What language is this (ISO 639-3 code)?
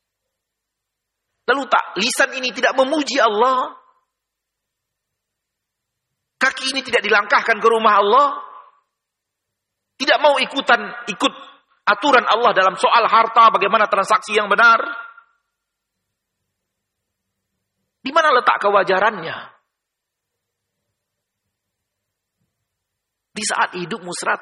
ind